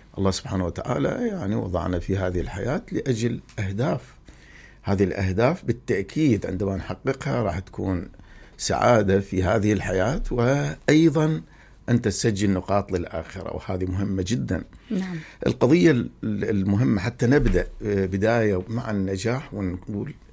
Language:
Mesopotamian Arabic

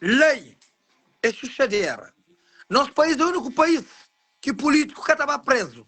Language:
Kabuverdianu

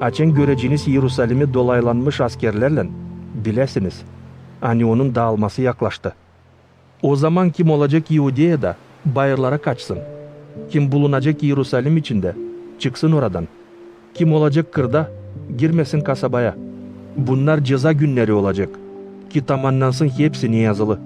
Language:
Gagauz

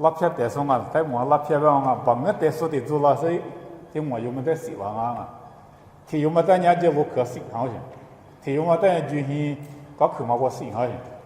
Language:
Lisu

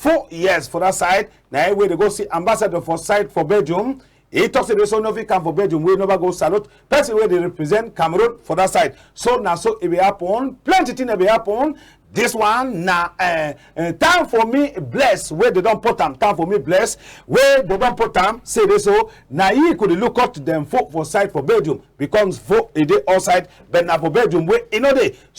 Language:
Cameroon Pidgin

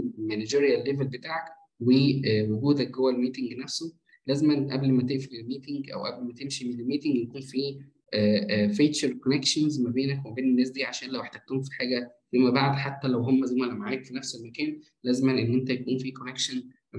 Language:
Egyptian Arabic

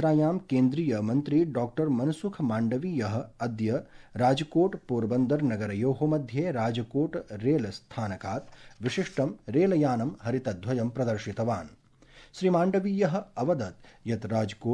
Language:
Sanskrit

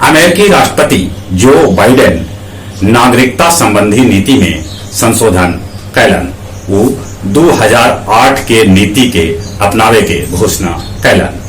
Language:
Magahi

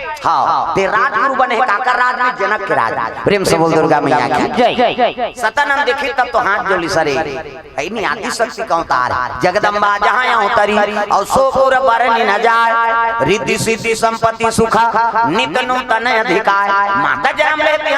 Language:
Chhattisgarhi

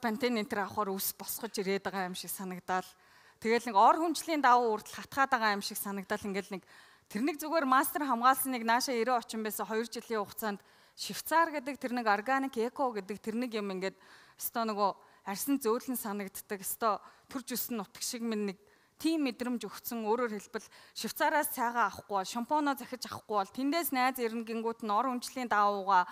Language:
Mongolian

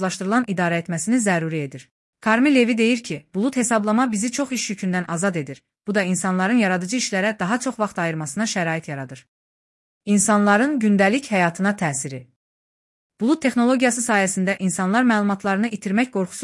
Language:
Azerbaijani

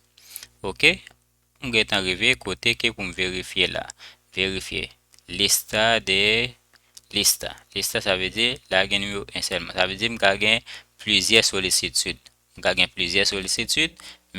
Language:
Haitian Creole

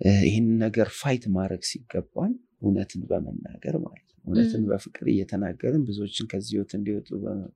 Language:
Amharic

